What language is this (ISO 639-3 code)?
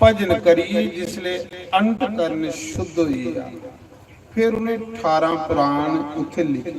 doi